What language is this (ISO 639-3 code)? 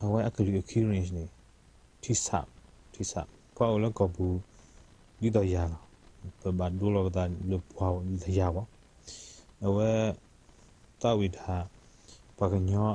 ksw